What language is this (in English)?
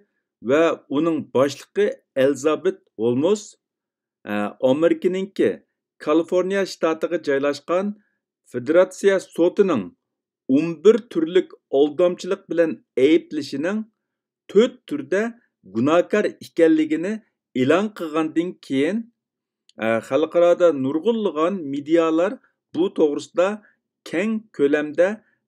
Uyghur